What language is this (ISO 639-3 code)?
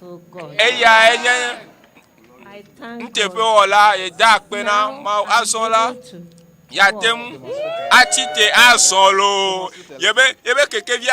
ewe